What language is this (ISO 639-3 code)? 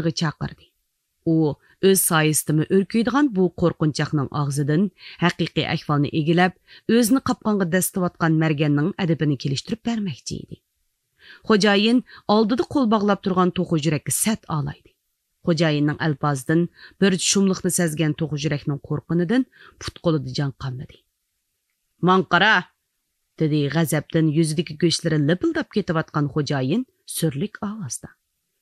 uig